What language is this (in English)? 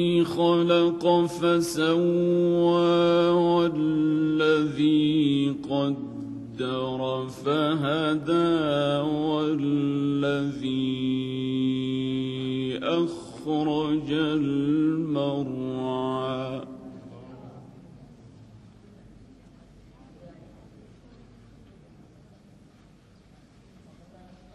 Arabic